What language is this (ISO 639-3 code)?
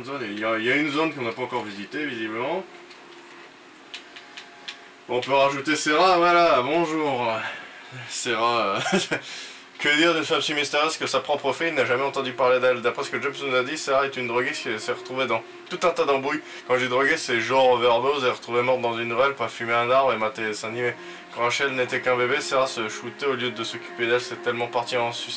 fra